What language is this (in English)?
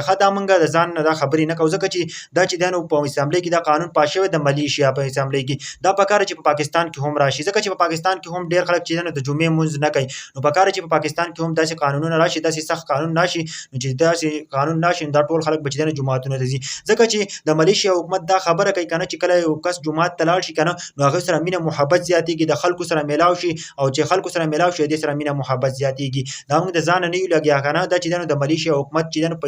Pashto